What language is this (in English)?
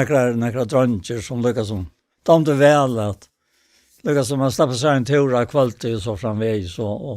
Faroese